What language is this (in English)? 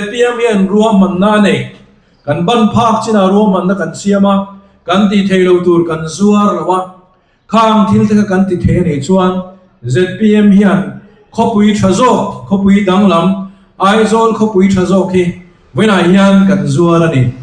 Mizo